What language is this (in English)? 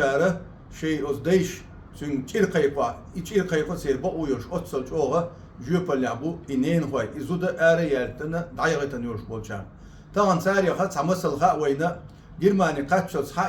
Chechen